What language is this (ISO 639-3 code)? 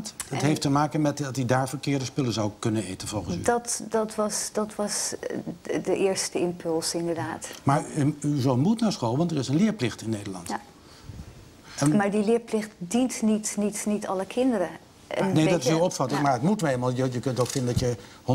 nld